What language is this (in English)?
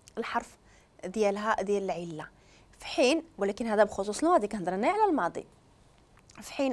Moroccan Arabic